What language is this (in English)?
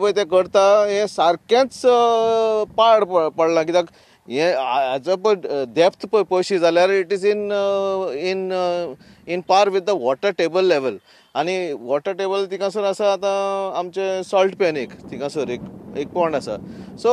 Konkani